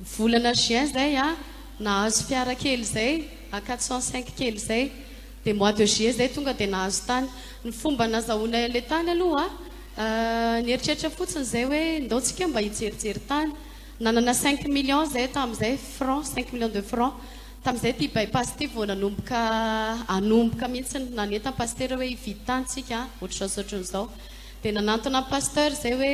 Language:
Malagasy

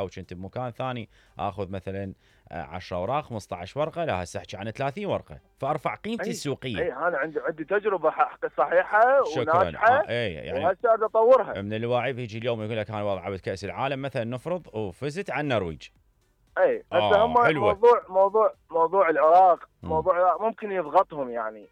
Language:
Mesopotamian Arabic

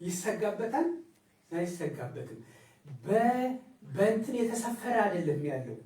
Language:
Amharic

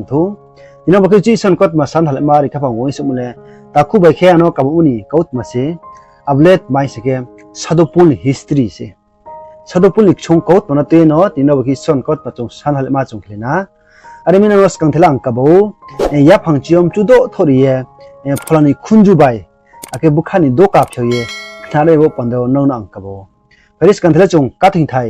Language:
Riang (India)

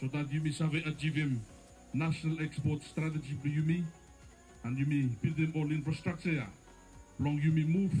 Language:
Bislama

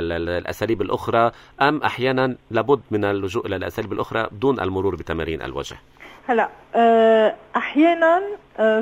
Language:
North Levantine Arabic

